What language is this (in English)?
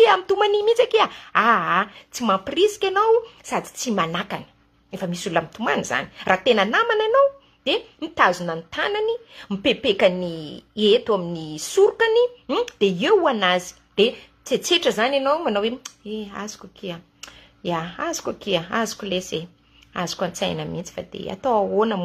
Malagasy